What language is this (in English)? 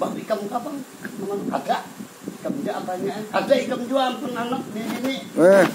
Banjar